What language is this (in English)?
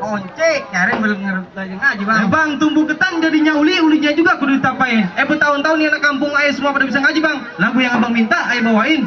Betawi